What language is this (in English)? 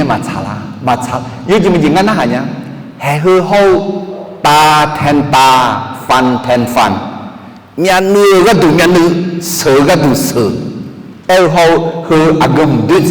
Akha